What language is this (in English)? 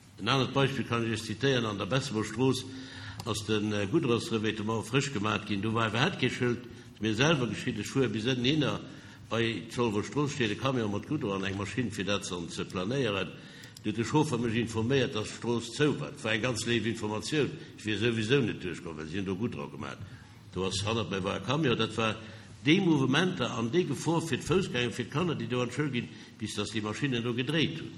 Luxembourgish